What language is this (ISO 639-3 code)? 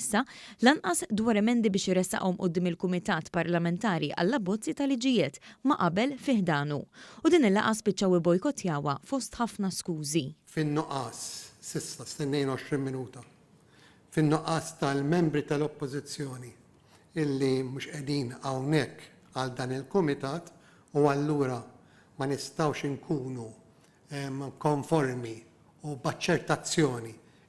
mlt